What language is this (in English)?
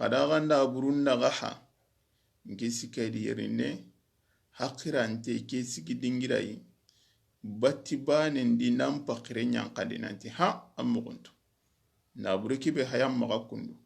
Soninke